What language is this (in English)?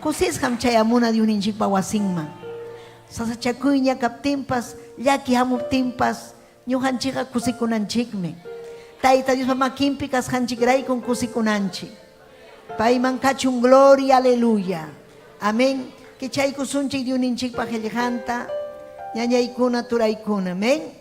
Ayacucho Quechua